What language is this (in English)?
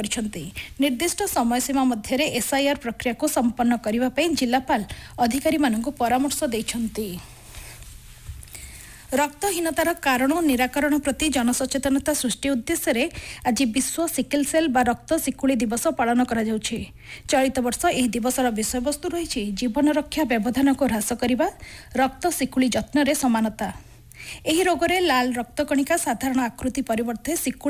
Odia